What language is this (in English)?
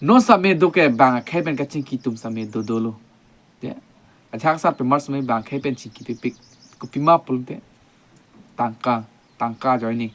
Karbi